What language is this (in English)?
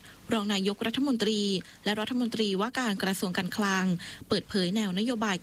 Thai